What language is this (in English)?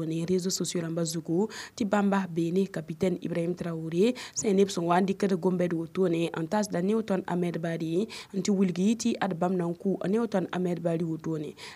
Mossi